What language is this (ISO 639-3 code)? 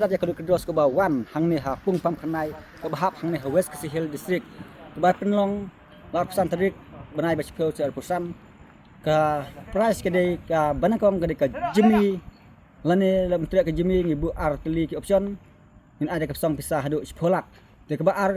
kha